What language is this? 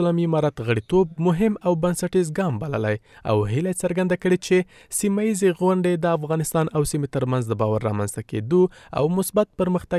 Pashto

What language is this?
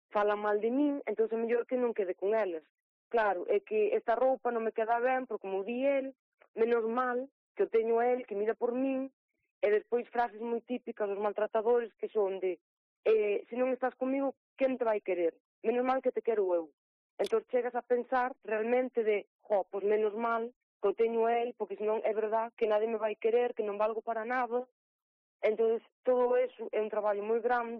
Galician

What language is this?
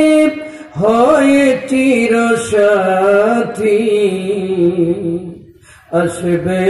Bangla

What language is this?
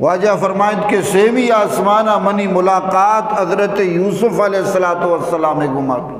Eastern Balochi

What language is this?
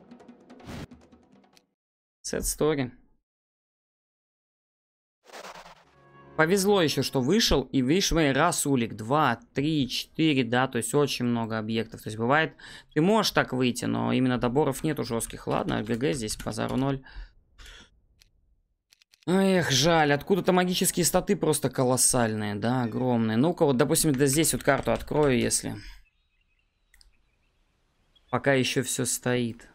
Russian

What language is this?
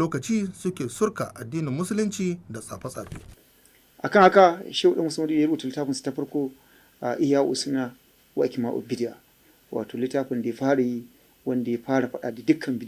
Hausa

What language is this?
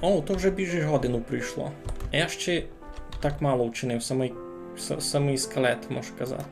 Rusyn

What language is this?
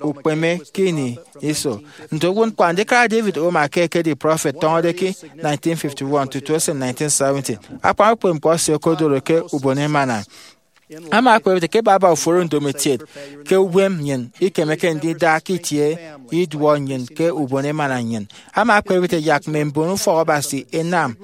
Efik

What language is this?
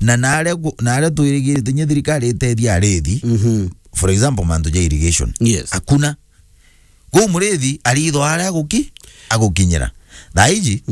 Meru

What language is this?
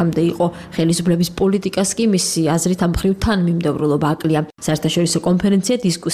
Georgian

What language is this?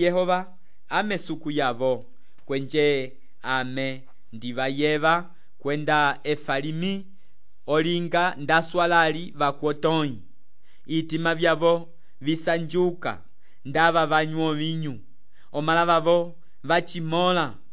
Umbundu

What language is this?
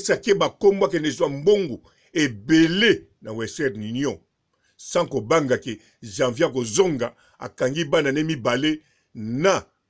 Lingala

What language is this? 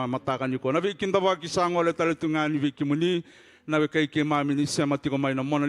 Fijian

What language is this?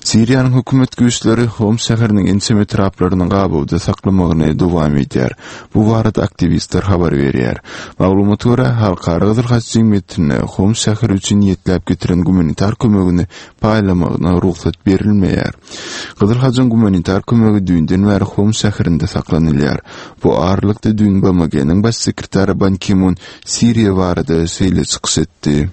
Turkmen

